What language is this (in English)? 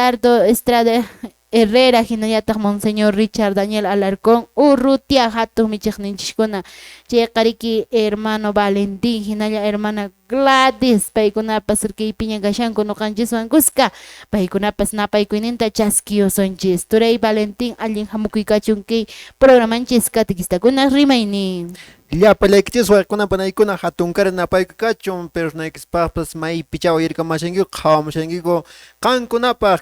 Quechua